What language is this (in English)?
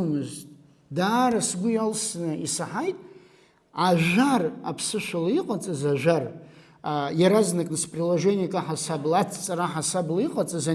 Abkhazian